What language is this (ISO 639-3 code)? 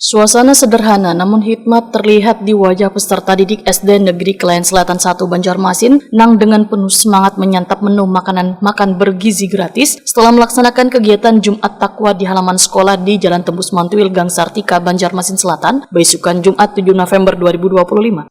bjn